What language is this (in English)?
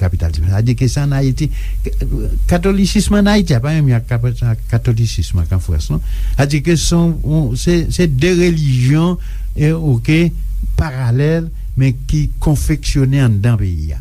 Haitian Creole